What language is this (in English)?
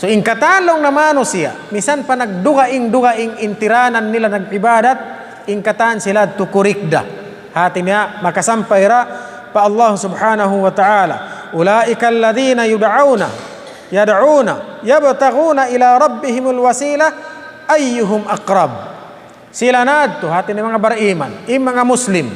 Tausug